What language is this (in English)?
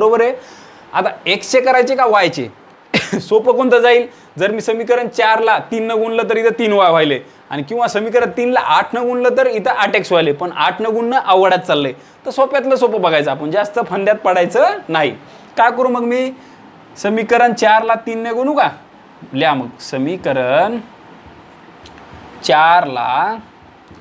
Marathi